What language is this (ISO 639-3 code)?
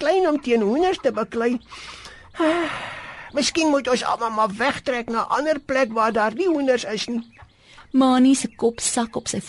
afr